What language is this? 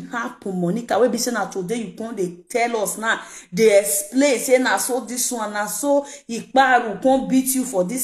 Nigerian Pidgin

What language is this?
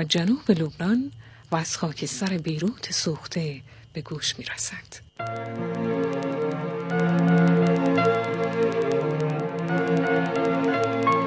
Persian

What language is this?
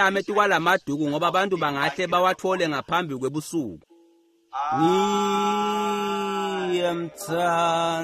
Swati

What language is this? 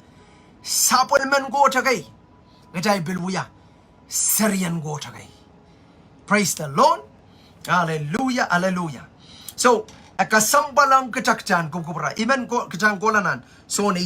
Pohnpeian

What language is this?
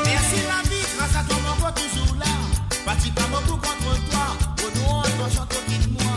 Morisyen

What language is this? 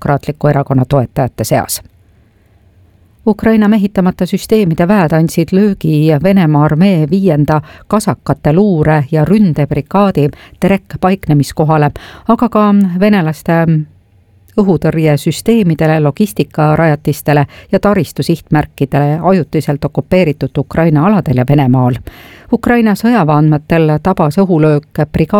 Estonian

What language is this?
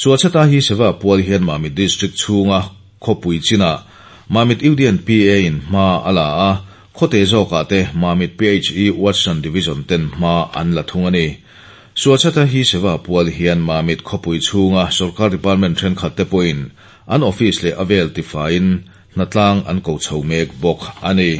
Mizo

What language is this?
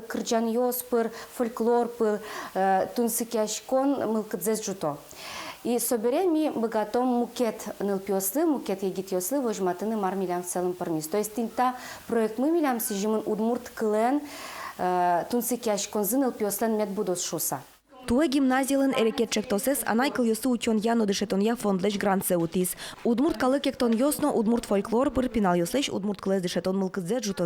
Udmurt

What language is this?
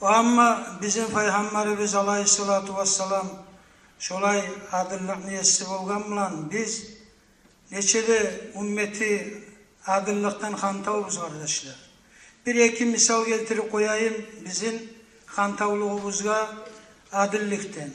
Kumyk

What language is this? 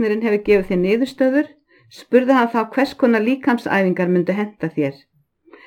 Icelandic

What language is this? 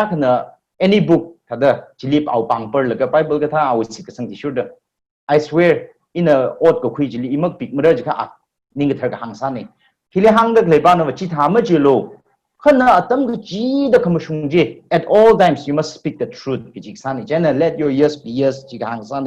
Tangkhul Naga (India)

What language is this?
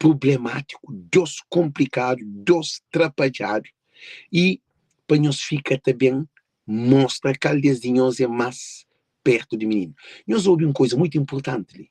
Kabuverdianu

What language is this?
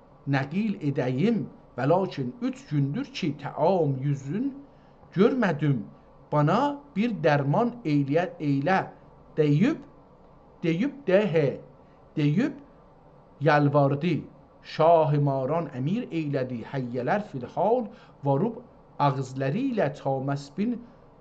South Azerbaijani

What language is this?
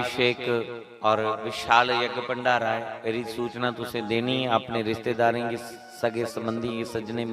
Dogri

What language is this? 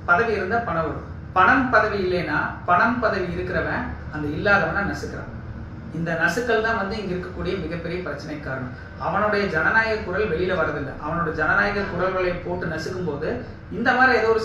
Tamil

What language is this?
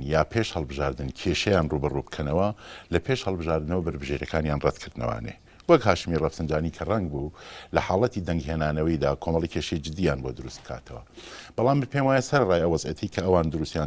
Central Kurdish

